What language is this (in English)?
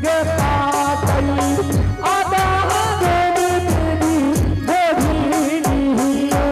Angika